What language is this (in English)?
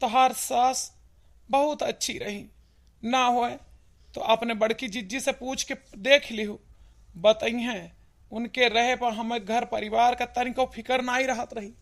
Awadhi